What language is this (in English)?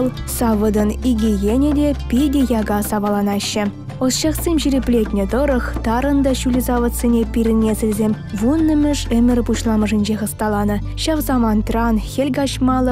Chuvash